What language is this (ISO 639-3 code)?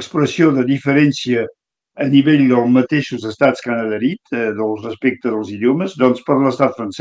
cat